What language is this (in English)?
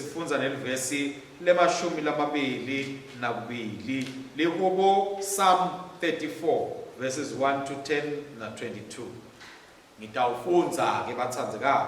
Swati